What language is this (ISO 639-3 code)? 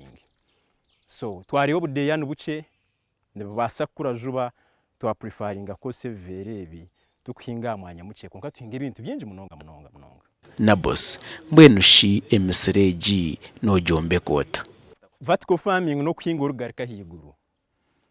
nyn